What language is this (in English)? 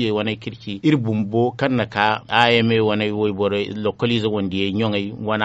Zarma